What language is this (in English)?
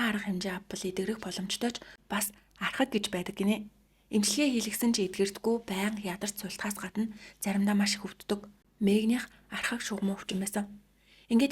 Mongolian